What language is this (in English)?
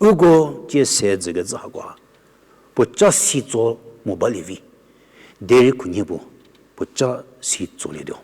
Angami Naga